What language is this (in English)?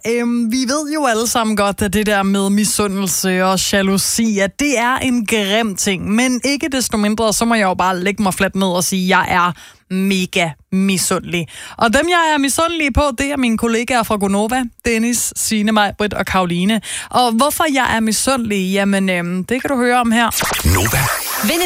Danish